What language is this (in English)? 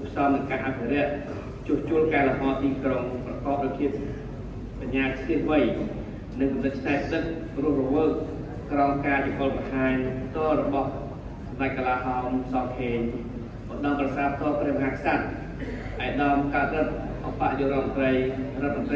Khmer